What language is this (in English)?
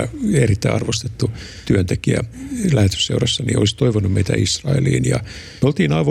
Finnish